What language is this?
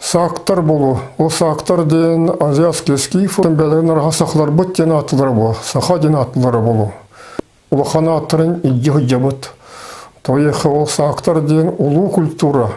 Yakut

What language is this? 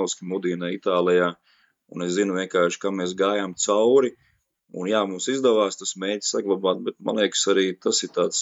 Latvian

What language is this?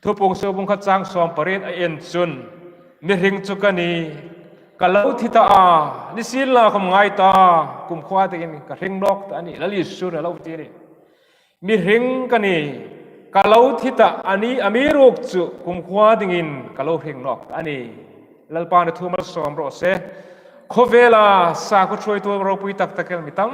Hmar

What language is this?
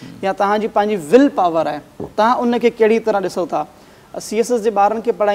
Sindhi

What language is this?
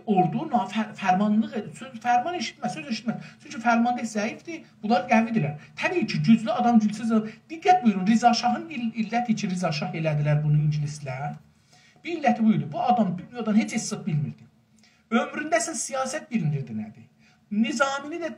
South Azerbaijani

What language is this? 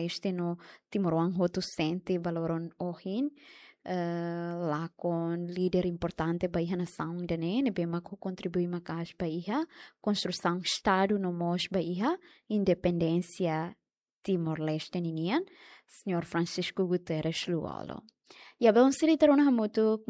Tetum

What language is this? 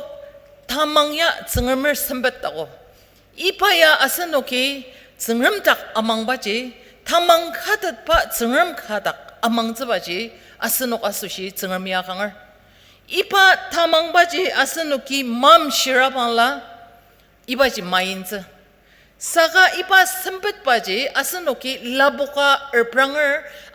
Ao Naga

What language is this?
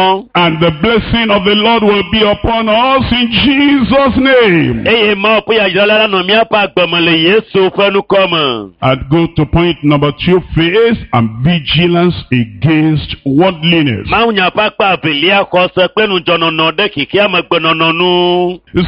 Ewe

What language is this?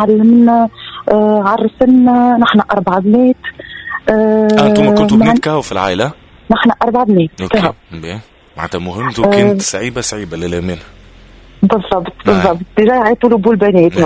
Tunisian Arabic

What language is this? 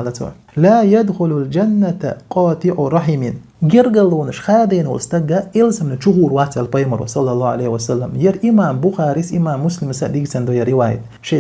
Chechen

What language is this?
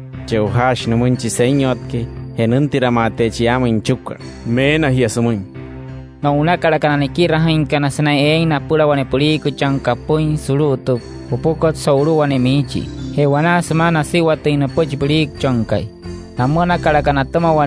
Wayuu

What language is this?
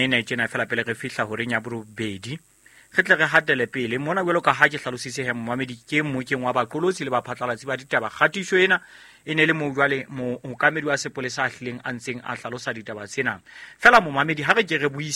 Southern Sotho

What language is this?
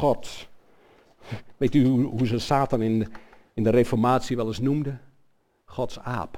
Dutch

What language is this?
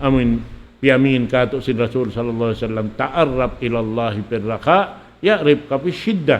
Tausug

